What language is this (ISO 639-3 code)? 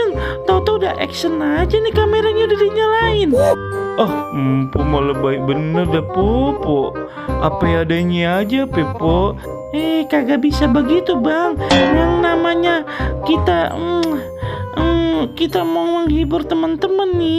bew